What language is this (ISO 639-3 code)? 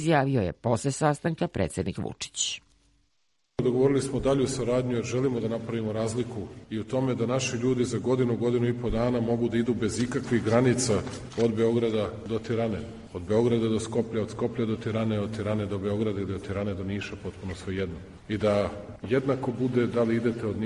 srp